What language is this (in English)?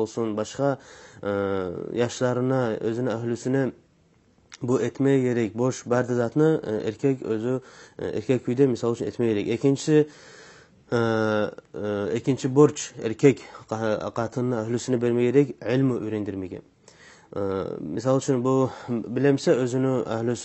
Kumyk